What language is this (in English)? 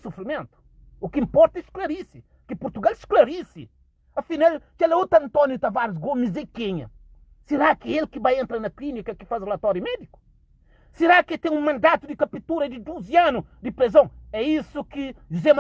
Kabuverdianu